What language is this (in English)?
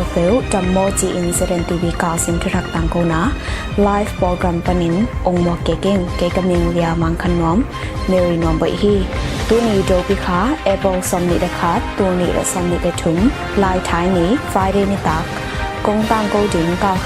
Tedim Chin